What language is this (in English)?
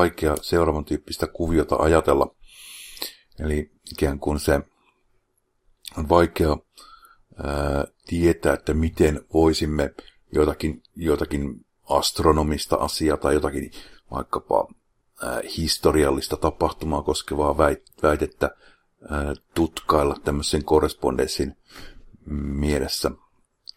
Finnish